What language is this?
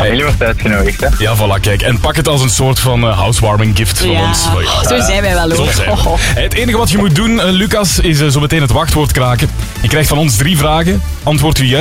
Dutch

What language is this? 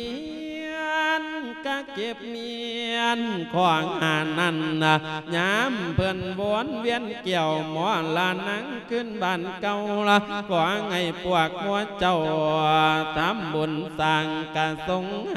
Lao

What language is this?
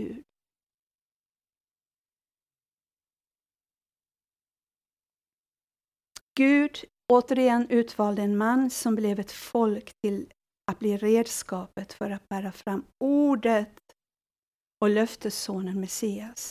Swedish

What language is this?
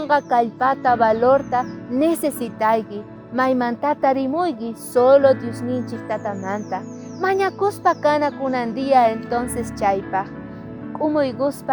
South Bolivian Quechua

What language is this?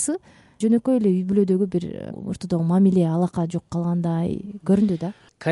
Kyrgyz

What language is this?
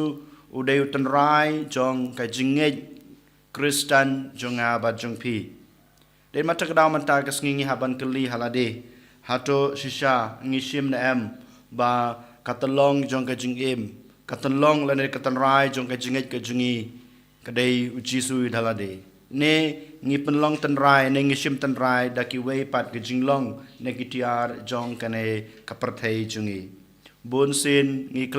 Khasi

